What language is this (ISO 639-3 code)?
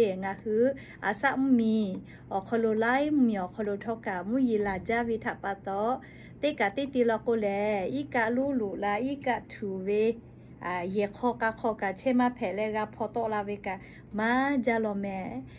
lhu